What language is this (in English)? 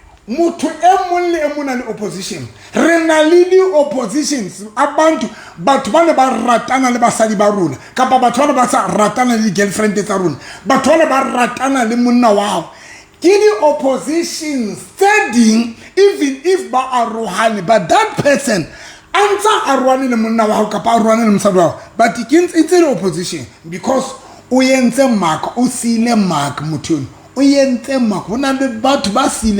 Southern Sotho